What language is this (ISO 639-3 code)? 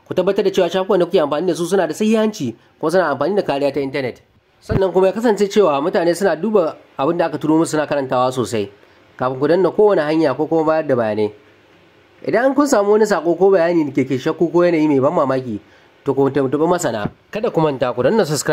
hau